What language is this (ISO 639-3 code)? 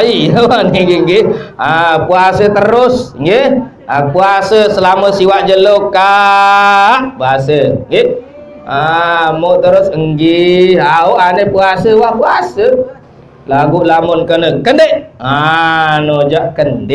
sas